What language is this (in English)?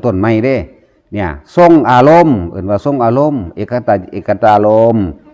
Northeastern Thai